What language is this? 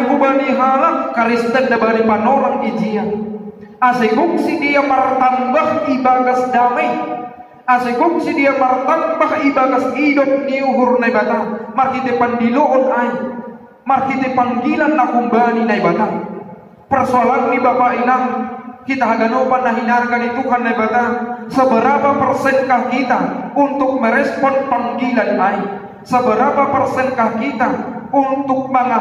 Batak Simalungun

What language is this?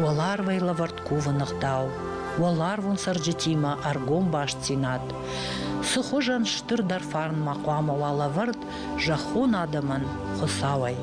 Ossetic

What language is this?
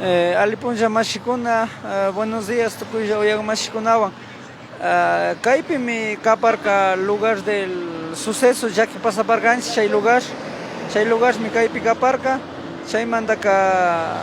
Imbabura Highland Quichua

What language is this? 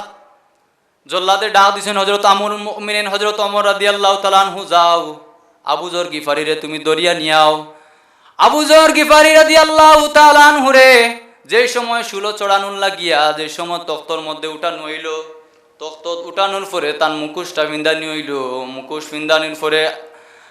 Sylheti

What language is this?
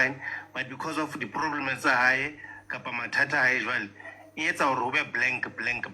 Southern Sotho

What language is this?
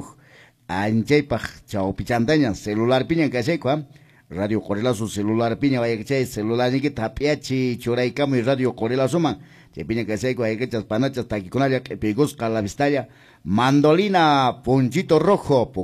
Quechua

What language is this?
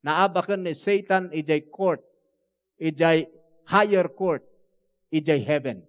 Iloko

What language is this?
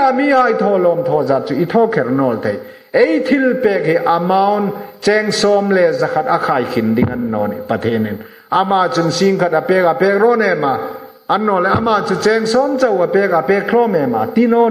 Hmar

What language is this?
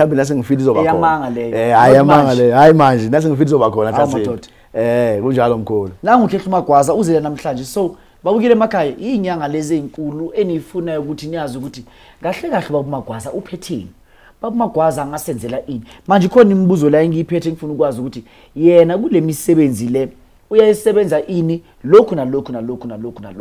Zulu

